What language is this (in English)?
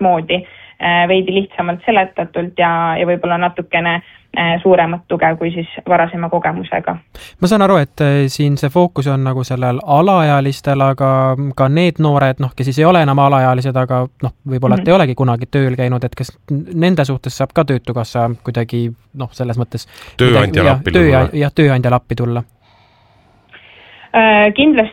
Estonian